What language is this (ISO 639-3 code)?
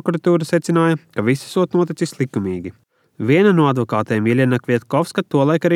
lav